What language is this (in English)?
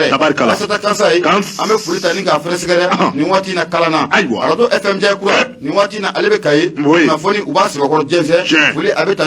Bambara